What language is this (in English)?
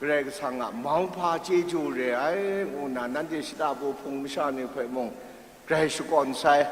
Kachin